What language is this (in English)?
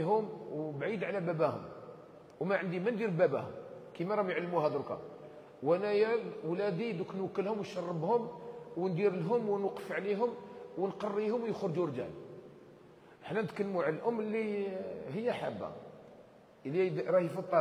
Algerian Arabic